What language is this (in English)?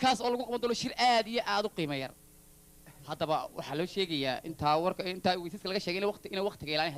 Somali